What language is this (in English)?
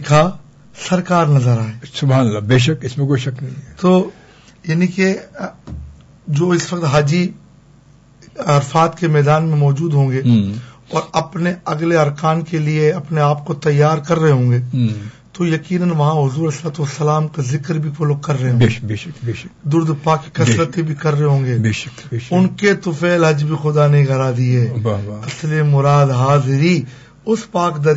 Urdu